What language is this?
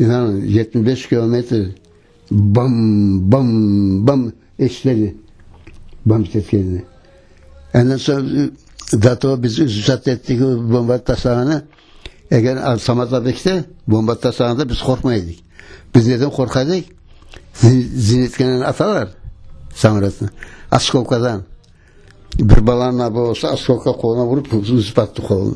Crimean Tatar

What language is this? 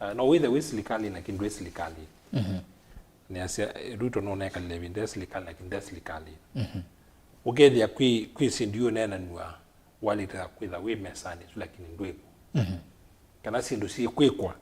Kamba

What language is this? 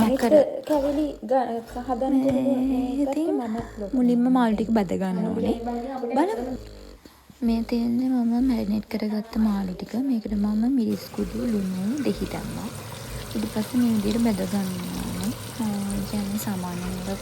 Sinhala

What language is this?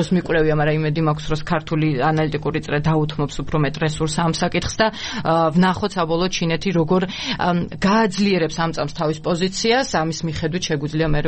Georgian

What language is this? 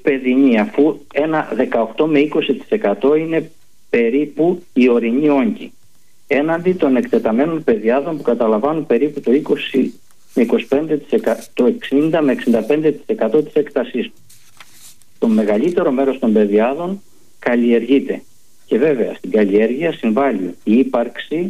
Greek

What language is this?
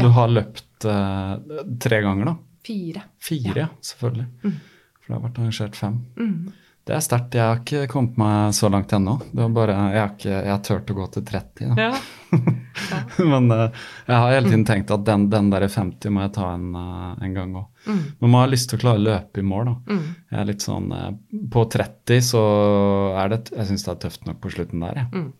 Norwegian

